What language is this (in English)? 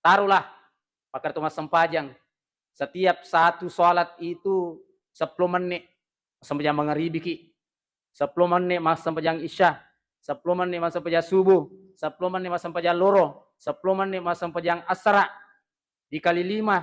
Buginese